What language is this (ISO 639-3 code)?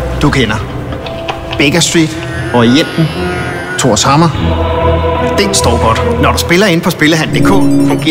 dan